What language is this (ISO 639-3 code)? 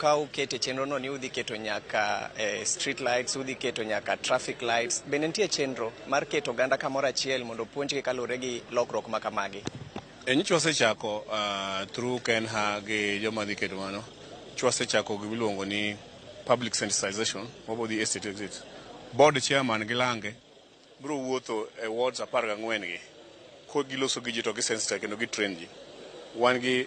luo